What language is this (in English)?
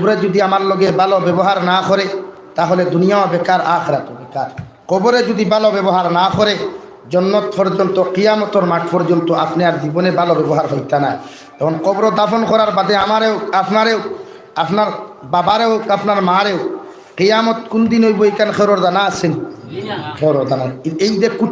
Sylheti